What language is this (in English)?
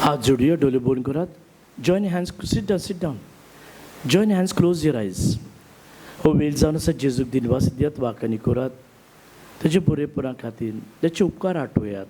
Konkani